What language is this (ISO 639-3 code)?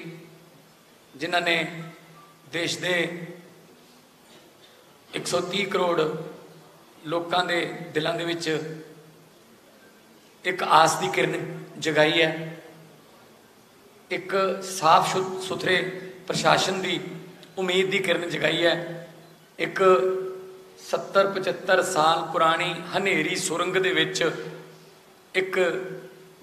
pan